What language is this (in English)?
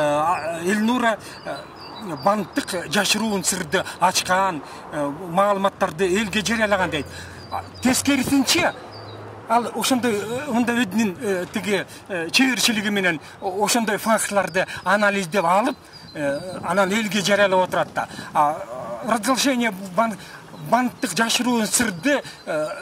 Kyrgyz